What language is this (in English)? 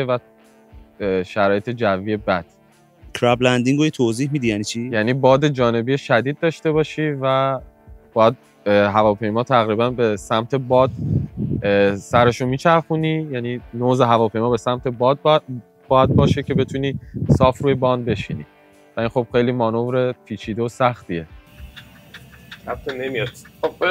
Persian